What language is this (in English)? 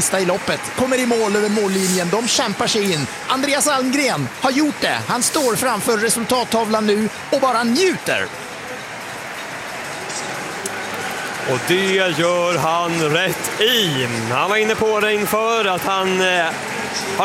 Swedish